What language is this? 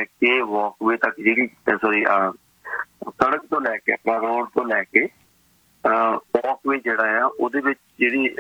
Punjabi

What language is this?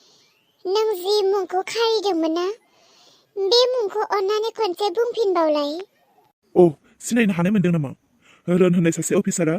Bodo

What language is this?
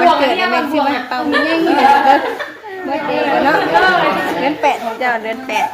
Northeastern Thai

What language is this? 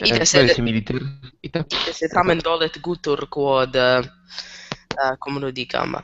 Latin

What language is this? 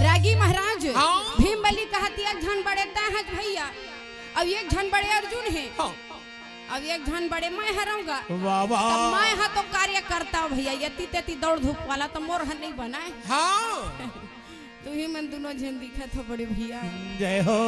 Chhattisgarhi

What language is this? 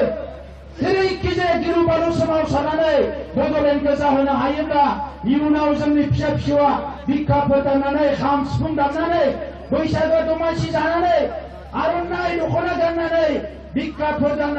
Bodo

